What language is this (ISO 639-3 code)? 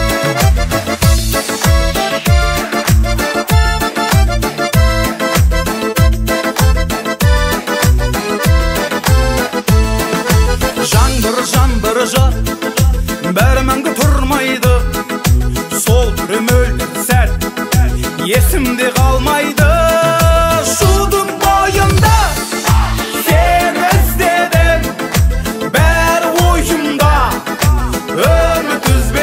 kaz